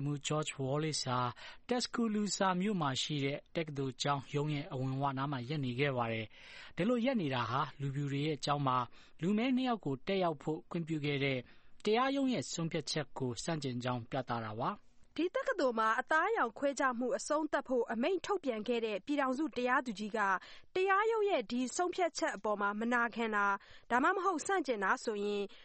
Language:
Burmese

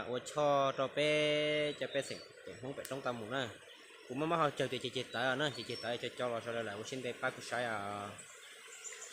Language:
Hmong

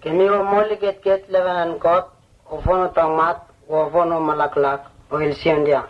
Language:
Vurës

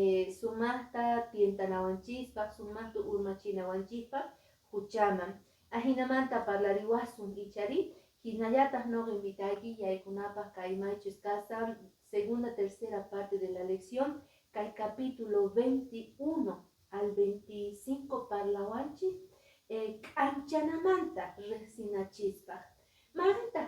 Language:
Quechua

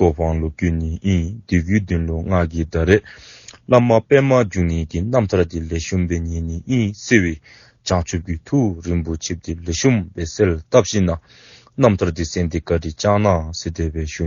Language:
Dzongkha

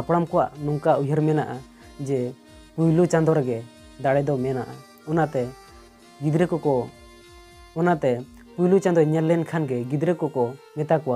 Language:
Santali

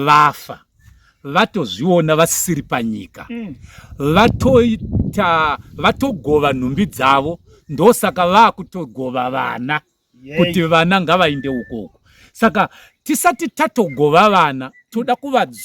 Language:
Shona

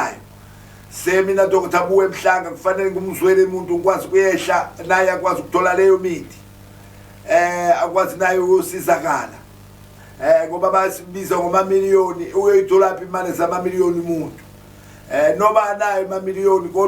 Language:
Zulu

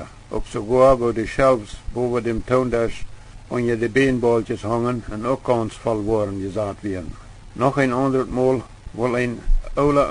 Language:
Plautdietsch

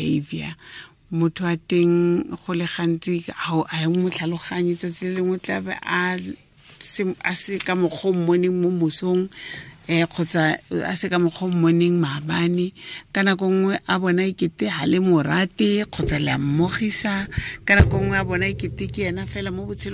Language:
Tswana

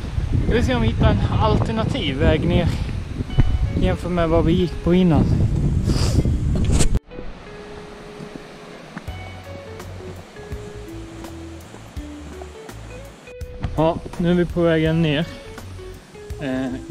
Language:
Swedish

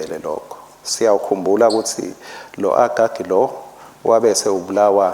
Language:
Swati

